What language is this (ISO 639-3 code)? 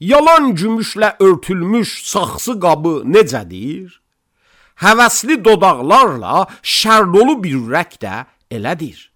aze